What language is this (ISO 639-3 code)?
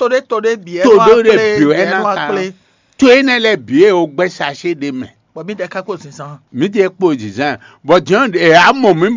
fon